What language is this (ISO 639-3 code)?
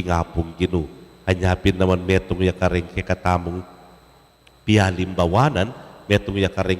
pam